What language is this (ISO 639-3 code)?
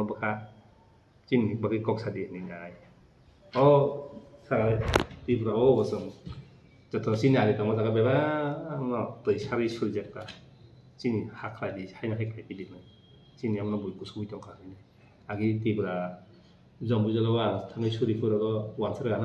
trp